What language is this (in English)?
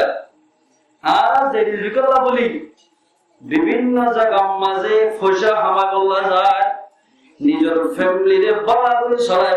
Rohingya